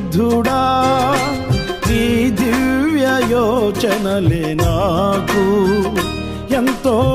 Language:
Telugu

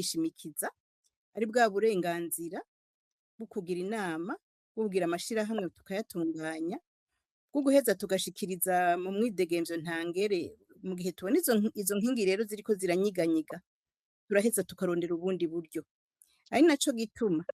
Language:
Rundi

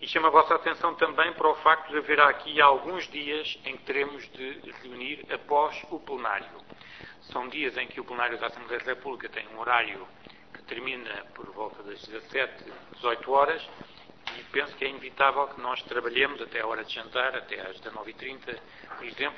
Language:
Portuguese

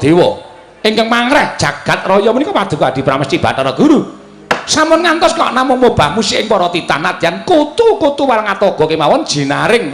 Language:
Javanese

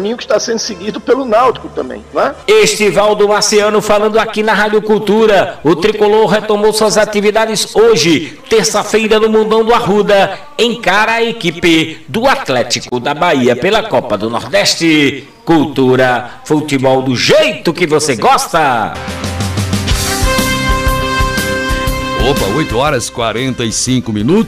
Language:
Portuguese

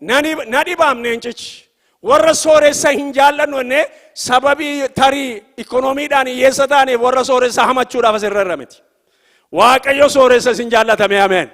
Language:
Oromo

